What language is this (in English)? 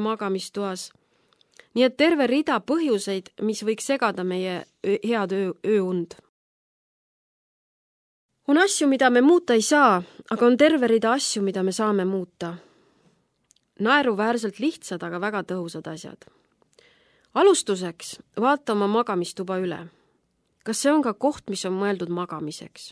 Estonian